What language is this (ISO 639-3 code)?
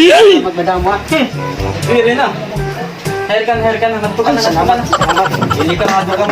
war